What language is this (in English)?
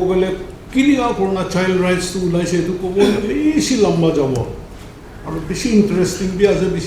Naga Pidgin